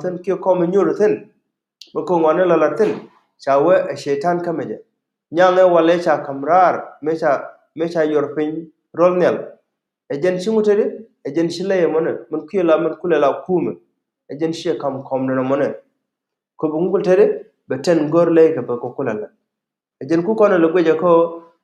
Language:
Nuer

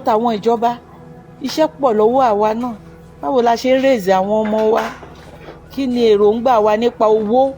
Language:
Yoruba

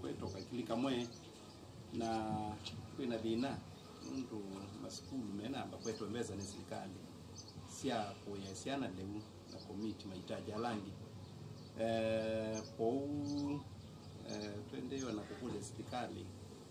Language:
Kamba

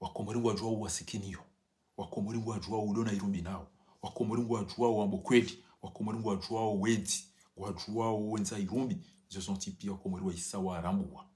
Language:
Ngazidja Comorian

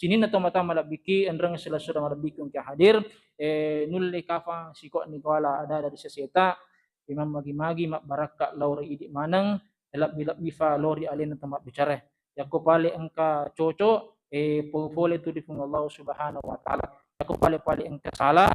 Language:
Buginese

